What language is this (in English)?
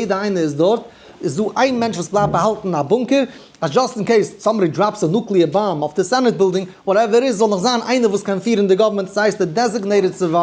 Yiddish